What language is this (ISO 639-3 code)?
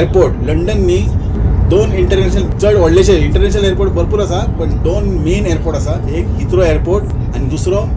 kok